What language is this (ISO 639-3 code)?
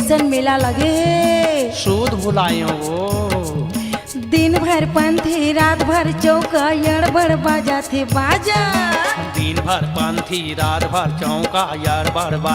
hne